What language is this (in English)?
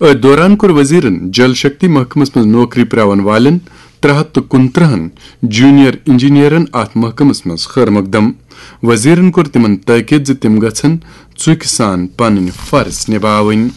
Kashmiri